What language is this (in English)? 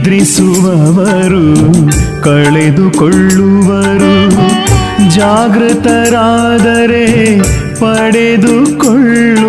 Kannada